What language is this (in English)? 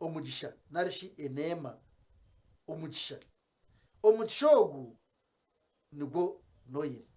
Nyankole